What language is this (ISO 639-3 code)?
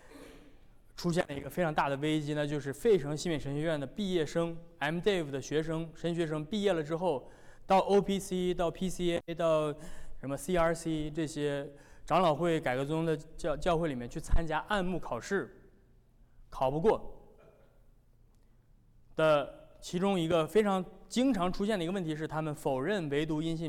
zho